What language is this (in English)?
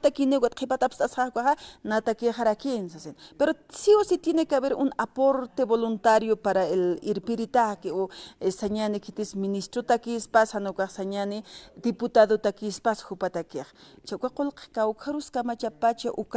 Aymara